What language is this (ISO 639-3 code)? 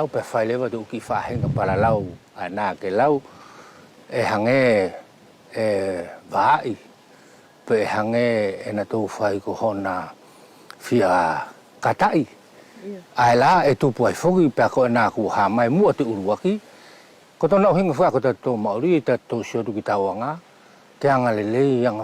wls